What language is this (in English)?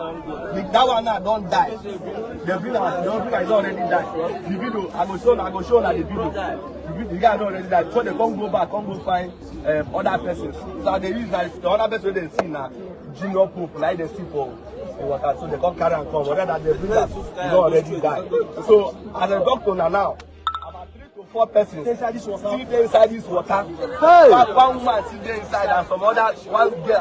Nigerian Pidgin